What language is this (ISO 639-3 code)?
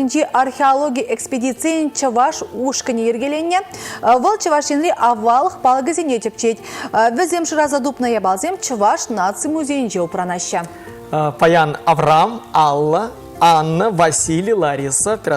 chv